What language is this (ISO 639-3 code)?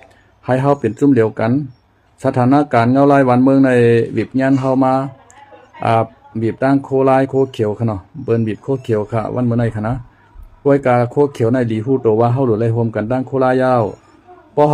shn